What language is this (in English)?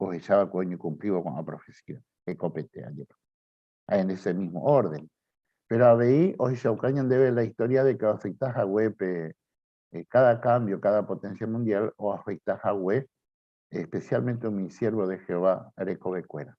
Guarani